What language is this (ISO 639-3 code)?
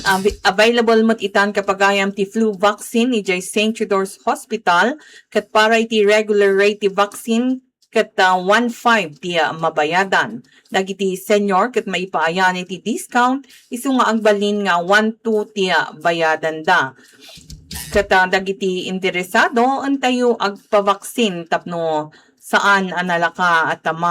ilo